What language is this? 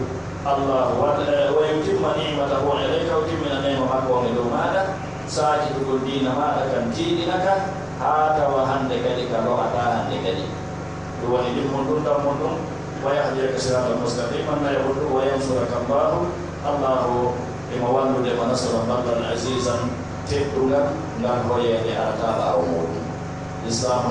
Pular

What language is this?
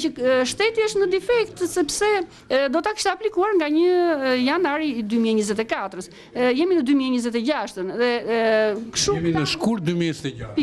Albanian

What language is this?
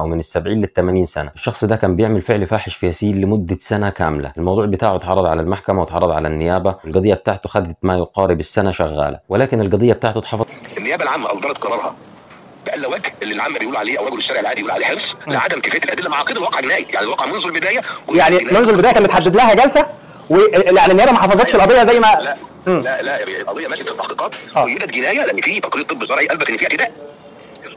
Egyptian Arabic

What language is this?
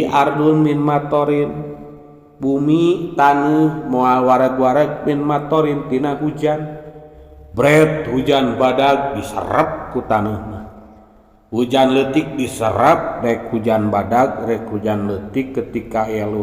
Sundanese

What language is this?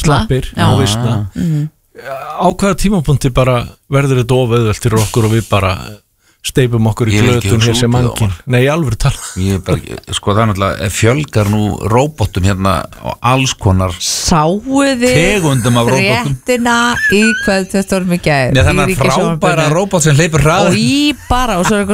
Icelandic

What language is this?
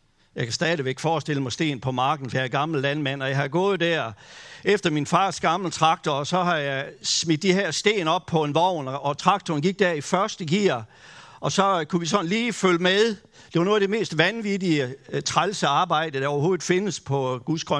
Danish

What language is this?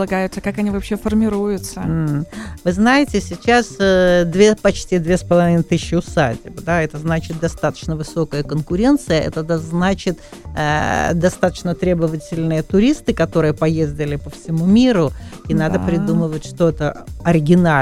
Russian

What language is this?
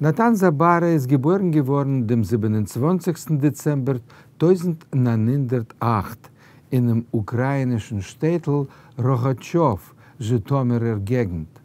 Yiddish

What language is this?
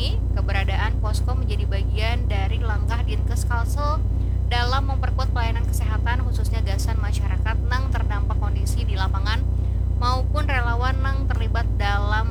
Banjar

